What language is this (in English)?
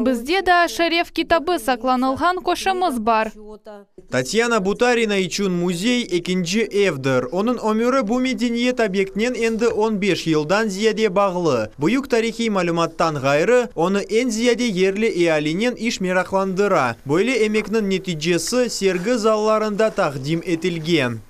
Crimean Tatar